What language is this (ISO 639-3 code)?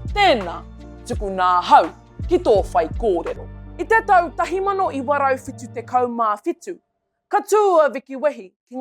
mri